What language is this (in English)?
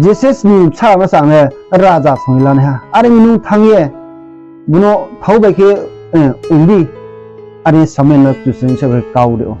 Riang (India)